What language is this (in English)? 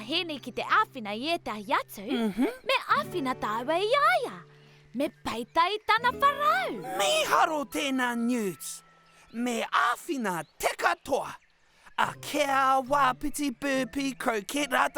Māori